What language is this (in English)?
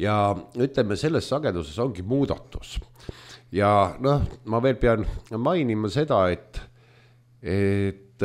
Estonian